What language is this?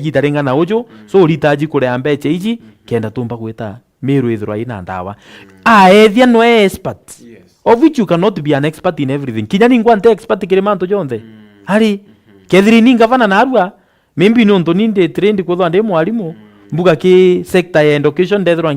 Meru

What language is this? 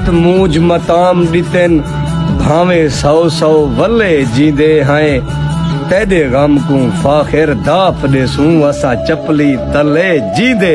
Saraiki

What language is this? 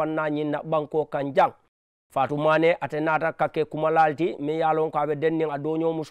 Mandingo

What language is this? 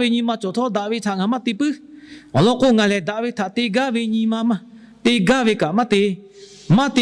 Lahu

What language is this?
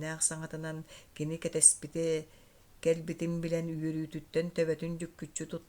Yakut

